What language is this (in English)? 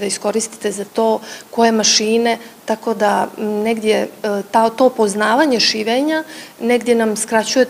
Bosnian